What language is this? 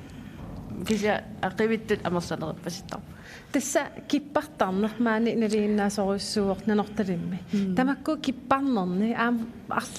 Kalaallisut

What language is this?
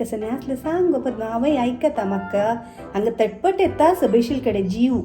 Konkani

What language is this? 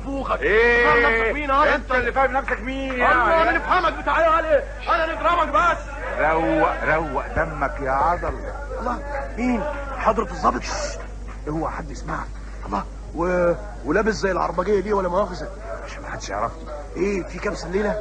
Egyptian Arabic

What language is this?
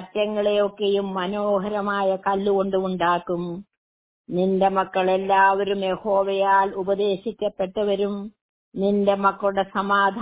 Malayalam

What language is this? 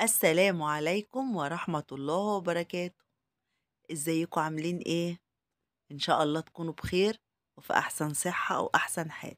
Egyptian Arabic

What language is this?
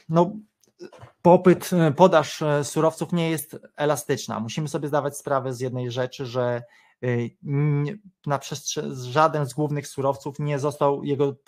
Polish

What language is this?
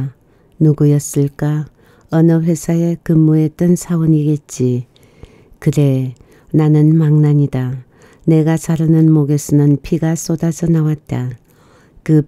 Korean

